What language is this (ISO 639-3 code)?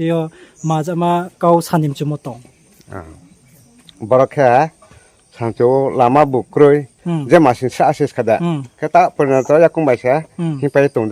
ria